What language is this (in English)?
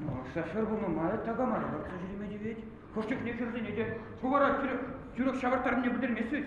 Chuvash